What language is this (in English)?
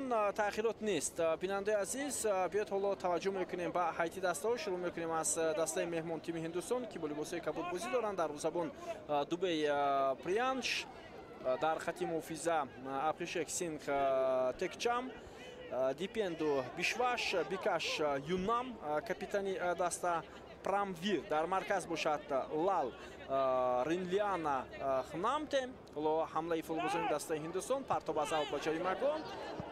Tajik